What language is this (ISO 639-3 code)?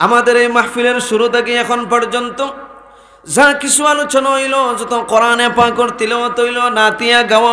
syl